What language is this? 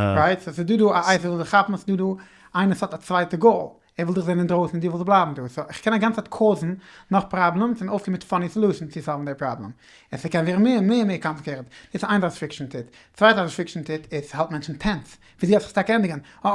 Yiddish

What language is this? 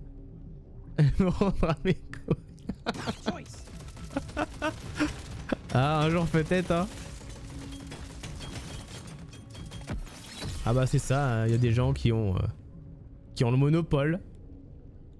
French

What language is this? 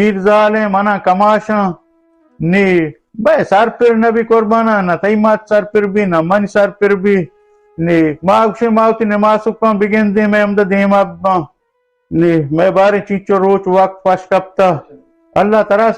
Baluchi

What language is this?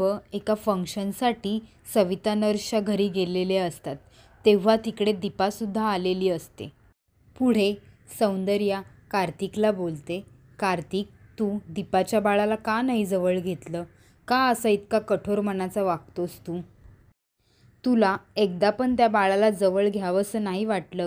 Marathi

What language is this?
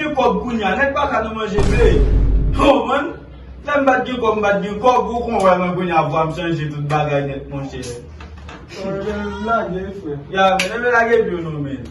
Haitian Creole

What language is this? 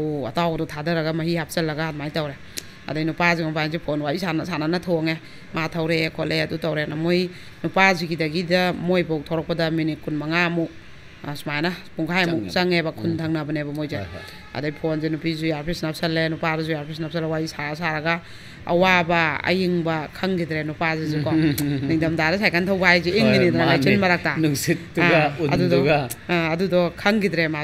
Manipuri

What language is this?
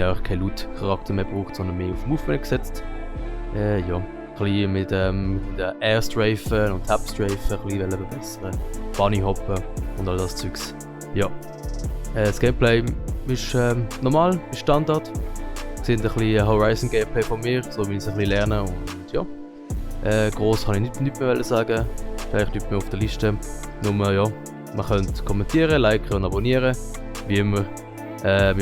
Swiss German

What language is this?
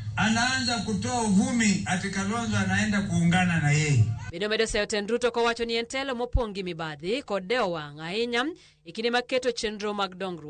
Luo (Kenya and Tanzania)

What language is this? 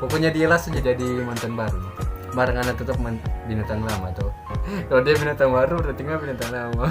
Manado Malay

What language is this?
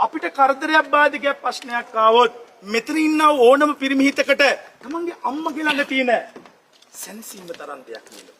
Sinhala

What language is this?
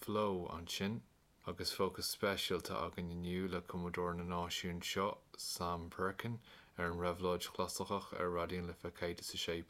Irish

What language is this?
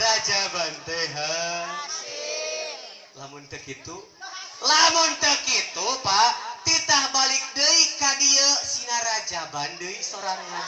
Sundanese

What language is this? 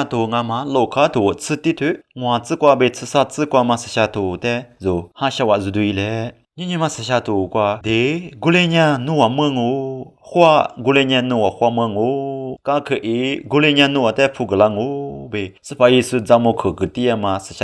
Lisu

